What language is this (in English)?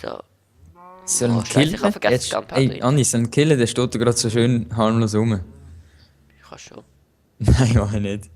Swiss German